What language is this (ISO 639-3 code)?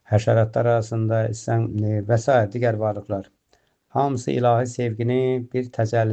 aze